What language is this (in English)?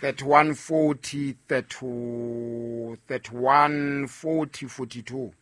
Southern Sotho